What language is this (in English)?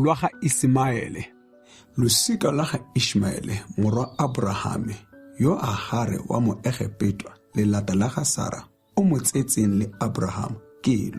Tswana